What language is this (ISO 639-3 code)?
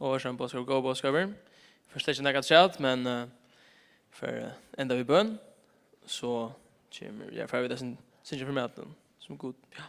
fao